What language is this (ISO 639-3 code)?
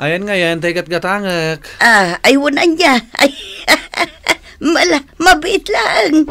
ilo